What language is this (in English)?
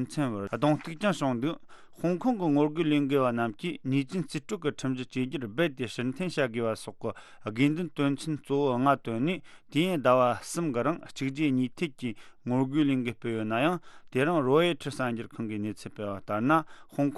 Tibetan